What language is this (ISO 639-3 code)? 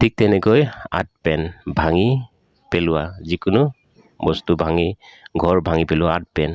asm